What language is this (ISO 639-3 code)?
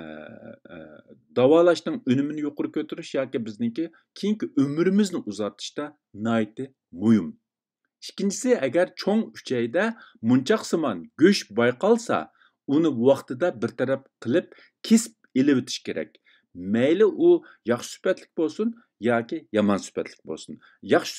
uig